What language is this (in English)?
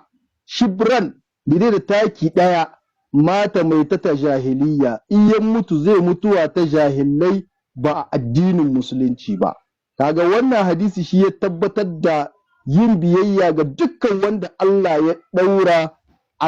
Hausa